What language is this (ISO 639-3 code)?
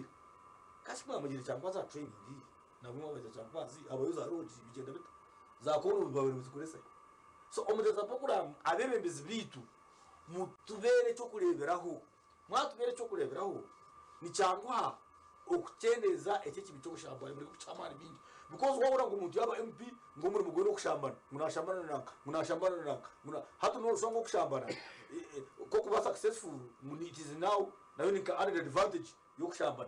nyn